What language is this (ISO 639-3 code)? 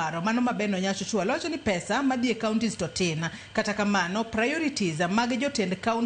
luo